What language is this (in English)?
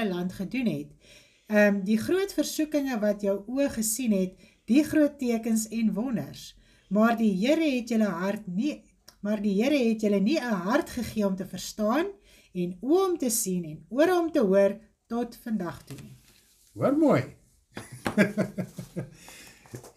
Afrikaans